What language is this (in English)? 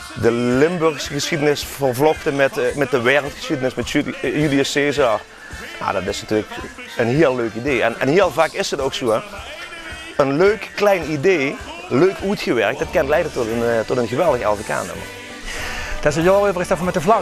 Limburgish